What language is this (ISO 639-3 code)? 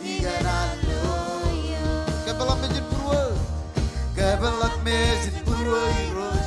mah